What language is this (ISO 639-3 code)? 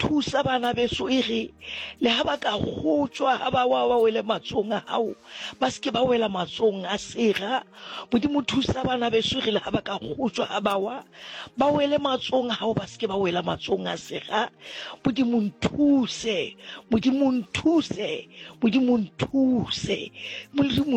sot